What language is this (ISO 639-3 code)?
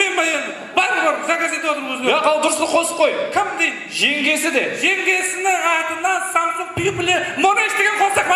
kaa